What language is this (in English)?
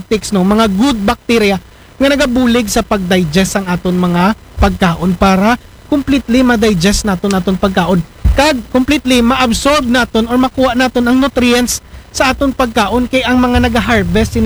Aklanon